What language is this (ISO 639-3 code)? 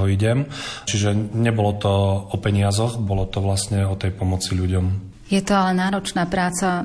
slk